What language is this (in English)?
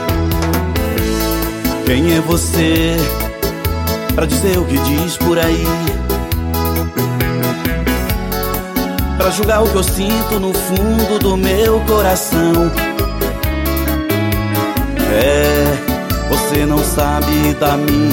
Portuguese